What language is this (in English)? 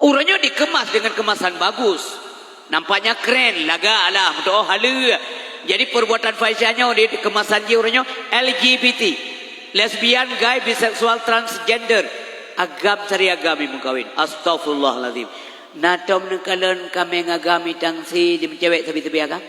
Achinese